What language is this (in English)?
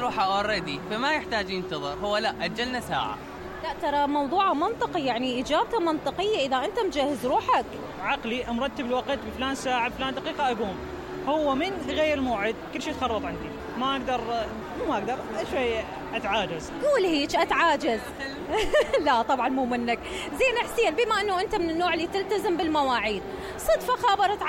Mesopotamian Arabic